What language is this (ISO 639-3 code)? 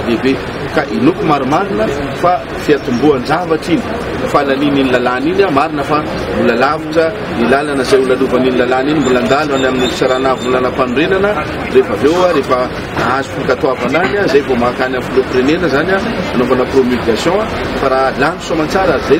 mlg